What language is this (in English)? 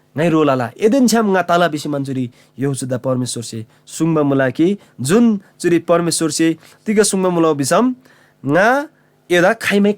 Eastern Tamang